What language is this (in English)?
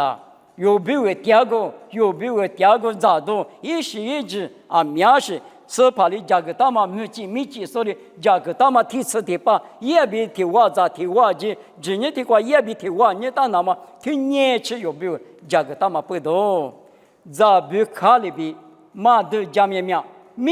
Lisu